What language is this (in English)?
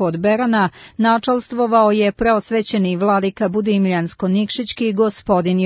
Serbian